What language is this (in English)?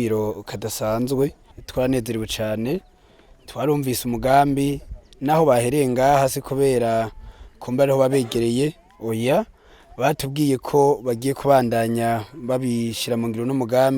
Rundi